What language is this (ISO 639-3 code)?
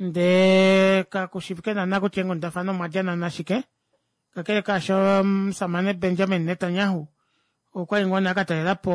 kua